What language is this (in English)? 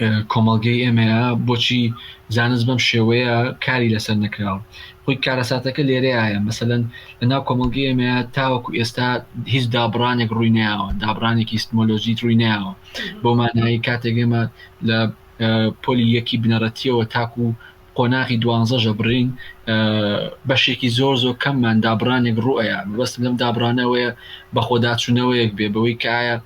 Central Kurdish